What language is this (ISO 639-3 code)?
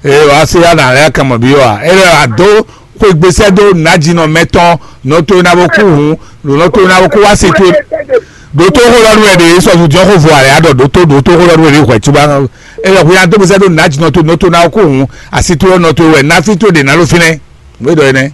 fon